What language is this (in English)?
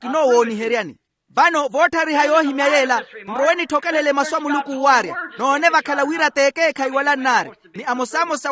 Makhuwa